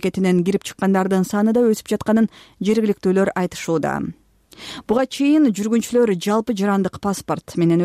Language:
Kyrgyz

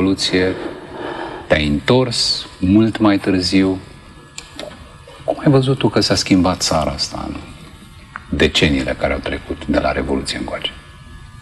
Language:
Romanian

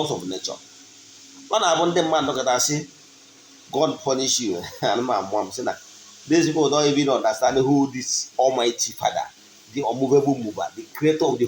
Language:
Igbo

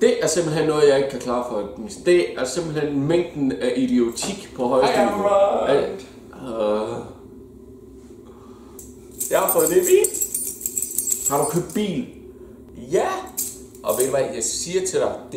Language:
Danish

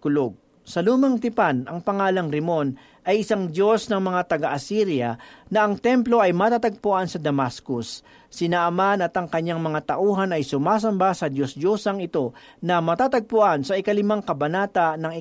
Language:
Filipino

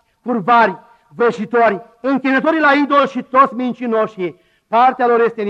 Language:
Romanian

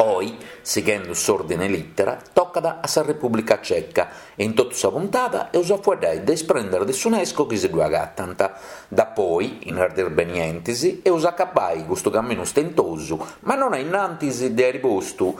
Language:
Sardinian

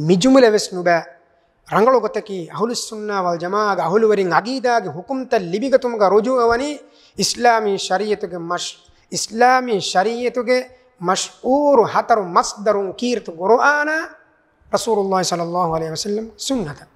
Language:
Divehi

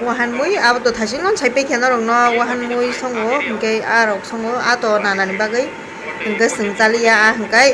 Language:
Kok Borok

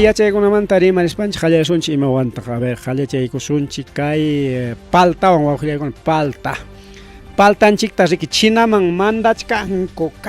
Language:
Ayacucho Quechua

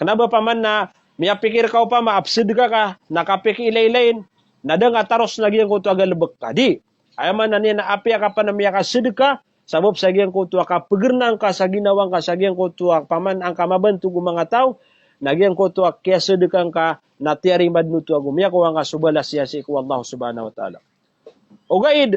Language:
Maranao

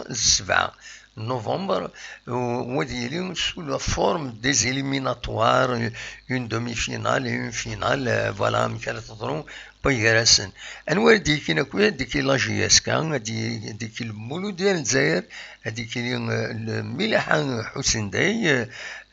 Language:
Kabyle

